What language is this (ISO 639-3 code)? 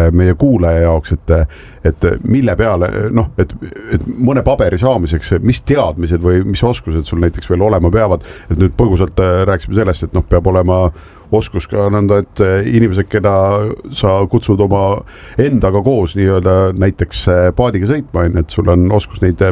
est